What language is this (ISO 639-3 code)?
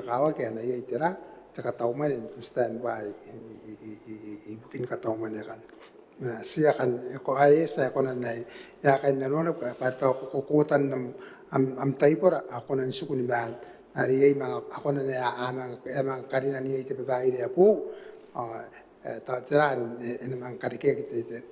gil